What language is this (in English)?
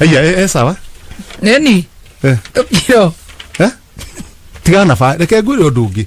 Kikuyu